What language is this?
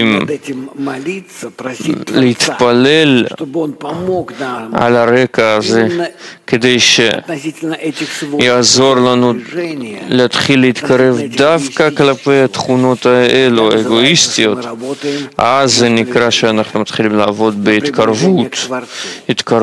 Hebrew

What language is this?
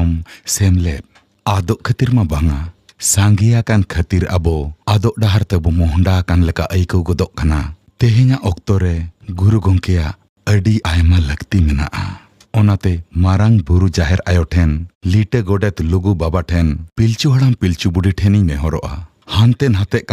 Santali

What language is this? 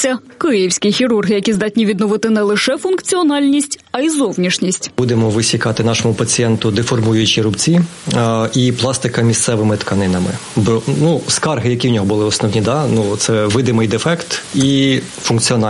Ukrainian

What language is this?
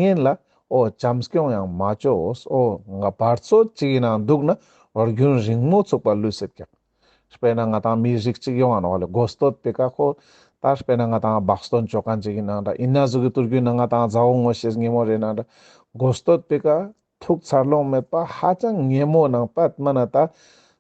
Ladakhi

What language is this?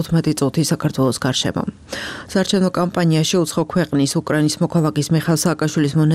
Georgian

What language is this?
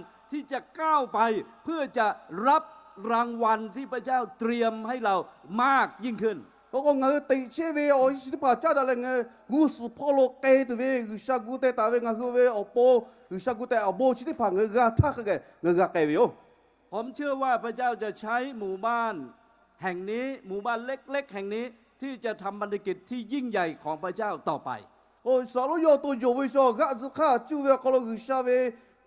Lahu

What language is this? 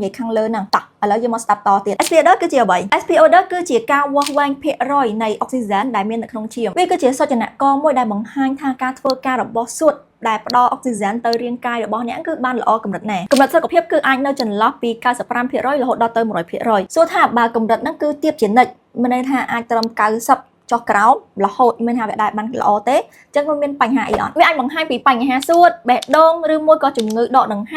Khmer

